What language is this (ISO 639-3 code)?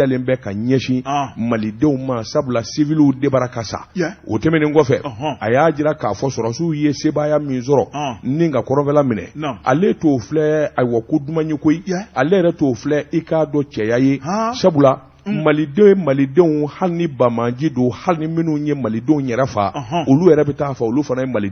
bam